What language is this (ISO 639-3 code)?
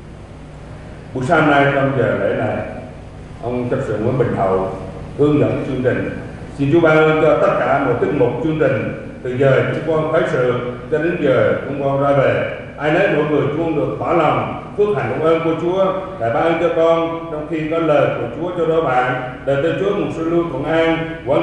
vie